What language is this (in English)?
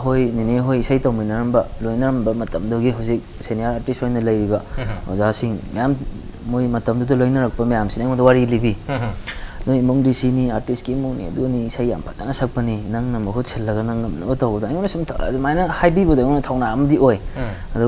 Manipuri